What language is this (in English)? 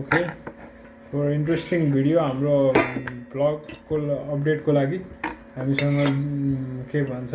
Nepali